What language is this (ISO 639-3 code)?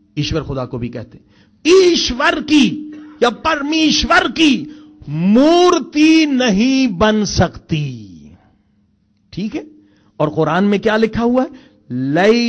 urd